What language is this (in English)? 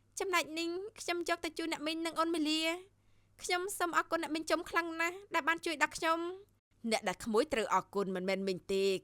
Khmer